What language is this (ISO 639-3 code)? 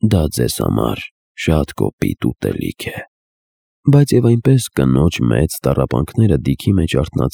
hye